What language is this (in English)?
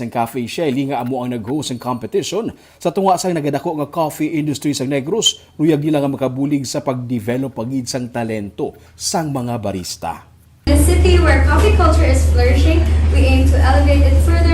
Hiligaynon